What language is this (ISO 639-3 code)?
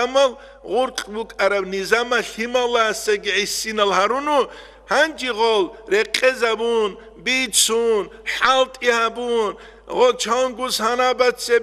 ava